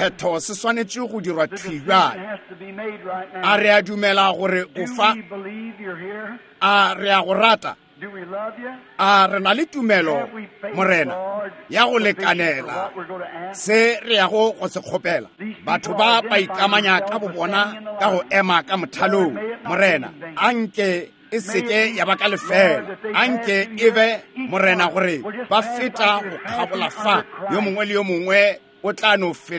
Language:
Northern Sotho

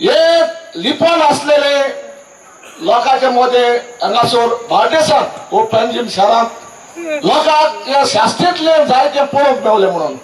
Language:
Konkani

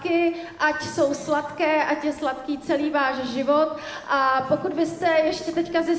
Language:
Czech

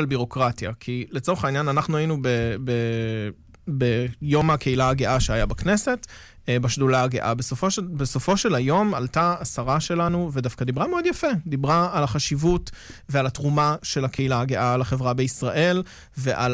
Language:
Hebrew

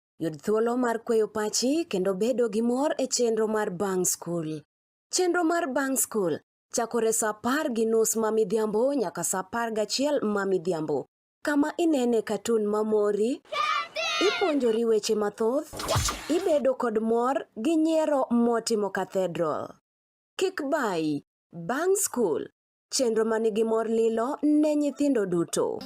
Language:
Luo (Kenya and Tanzania)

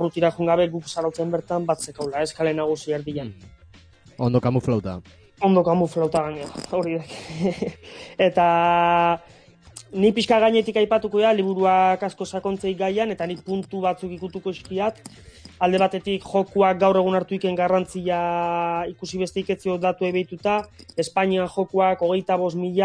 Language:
Basque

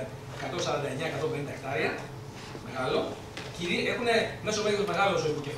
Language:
Greek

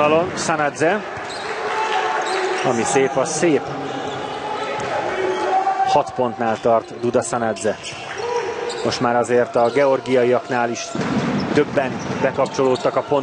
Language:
Hungarian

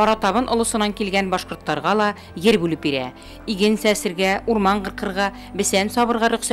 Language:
Bashkir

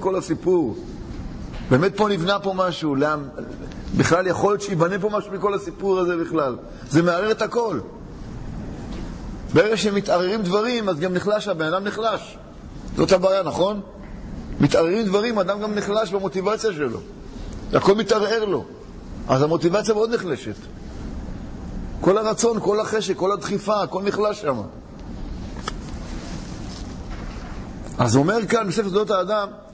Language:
Hebrew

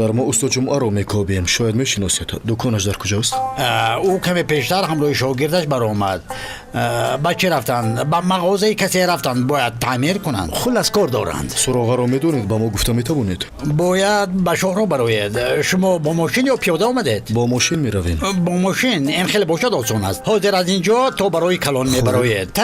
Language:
Tajik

